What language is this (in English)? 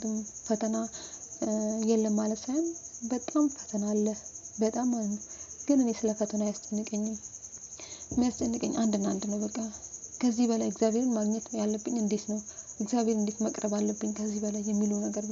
Amharic